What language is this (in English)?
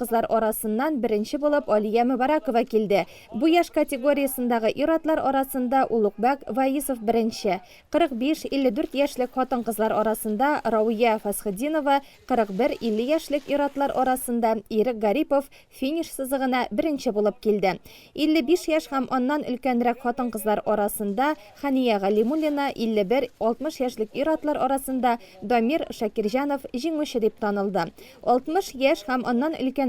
Tatar